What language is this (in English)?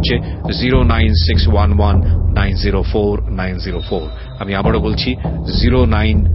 Bangla